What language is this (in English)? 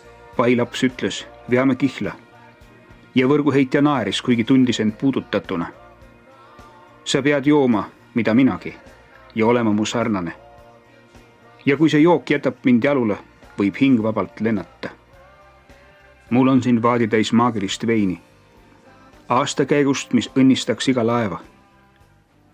Estonian